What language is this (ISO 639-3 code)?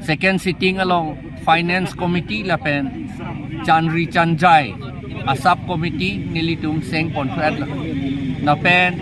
mjw